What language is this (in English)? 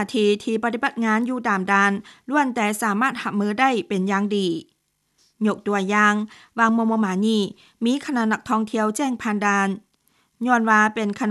Lao